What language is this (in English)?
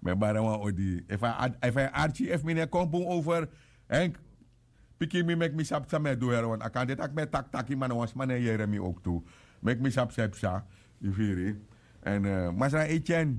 Sranan Tongo